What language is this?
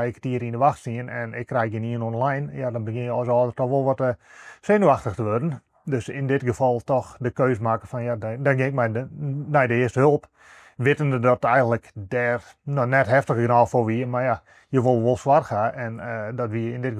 Western Frisian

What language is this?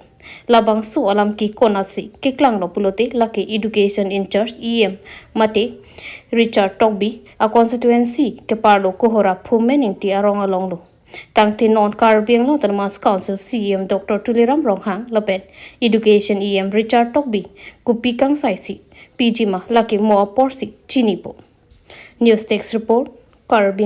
Karbi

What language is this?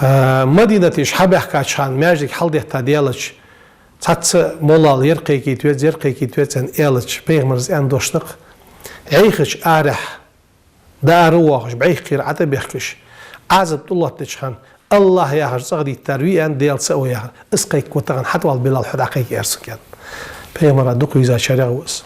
Ingush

